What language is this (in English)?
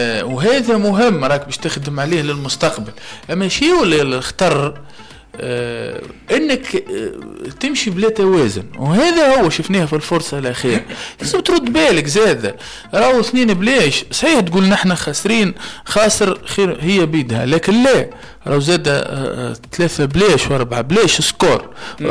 Tunisian Arabic